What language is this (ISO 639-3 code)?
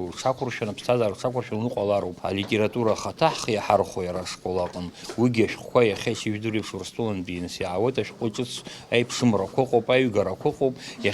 abk